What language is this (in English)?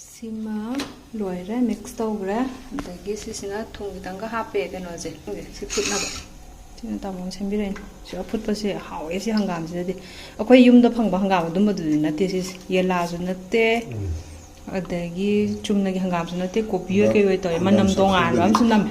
Manipuri